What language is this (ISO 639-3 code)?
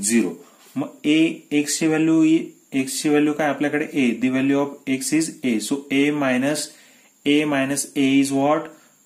mar